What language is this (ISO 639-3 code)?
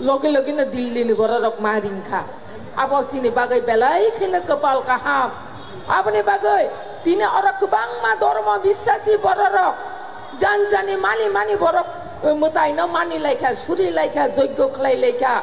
trp